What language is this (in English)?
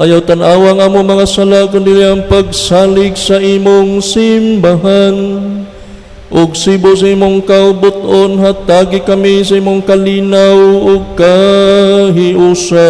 Cebuano